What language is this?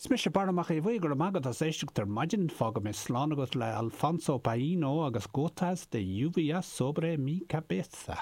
Irish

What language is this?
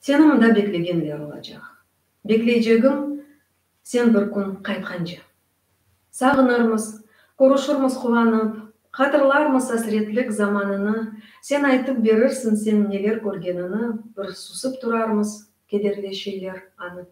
Crimean Tatar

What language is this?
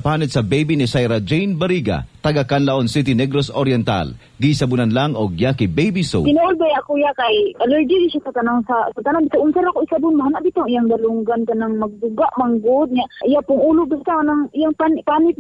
Cebuano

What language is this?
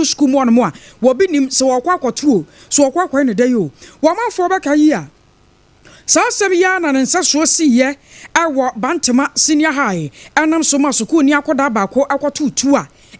Akan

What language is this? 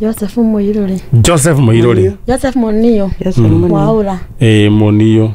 Kikuyu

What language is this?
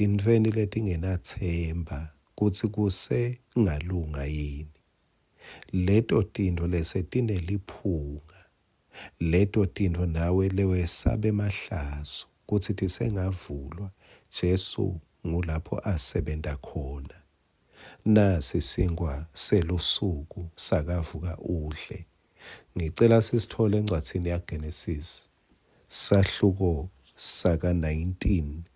Swati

